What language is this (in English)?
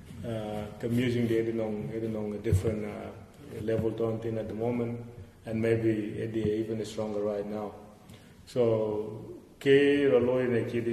Dinka